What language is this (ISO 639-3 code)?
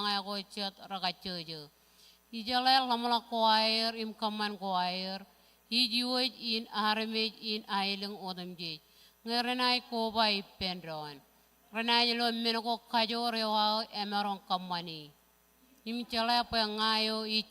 mah